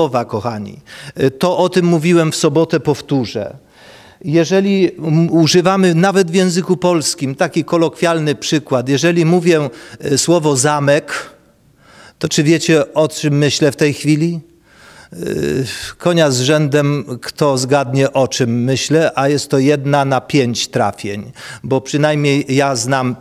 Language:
Polish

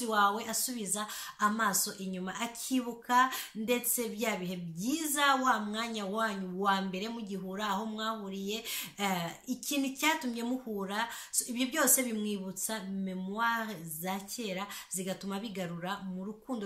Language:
Kinyarwanda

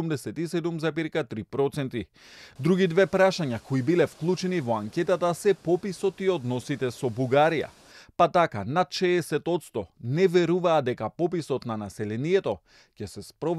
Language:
Macedonian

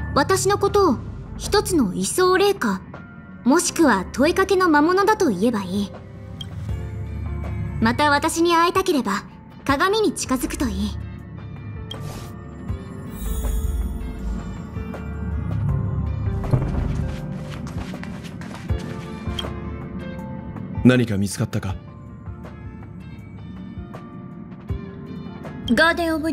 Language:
Japanese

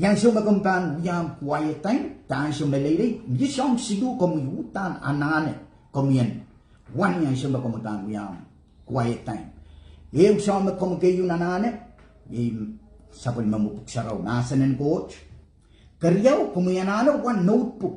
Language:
Pohnpeian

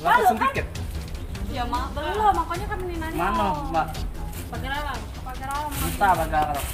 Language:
Musi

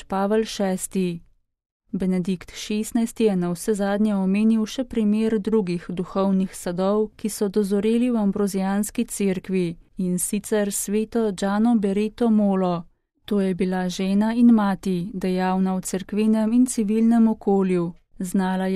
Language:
Slovenian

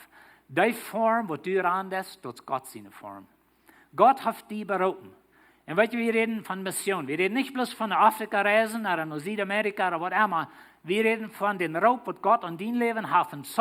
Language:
Plautdietsch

